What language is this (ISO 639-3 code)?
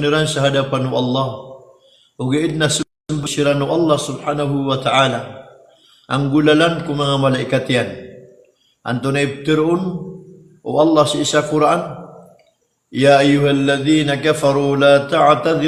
mrw